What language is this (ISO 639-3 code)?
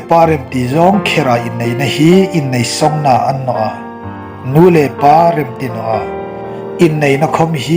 hmr